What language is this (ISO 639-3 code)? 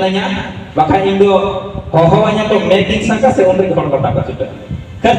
sat